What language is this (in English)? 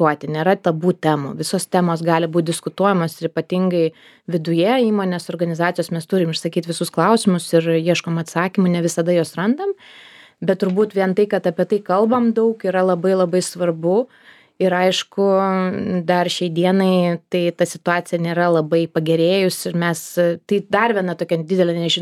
Lithuanian